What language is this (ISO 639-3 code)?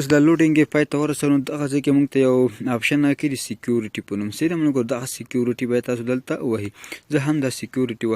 pus